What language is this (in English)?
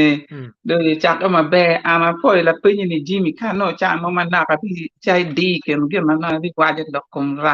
Acoli